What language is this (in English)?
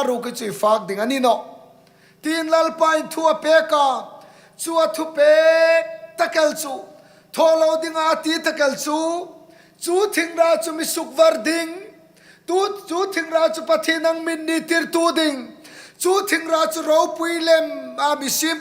Hmar